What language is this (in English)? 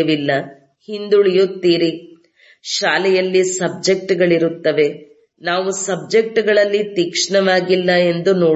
Kannada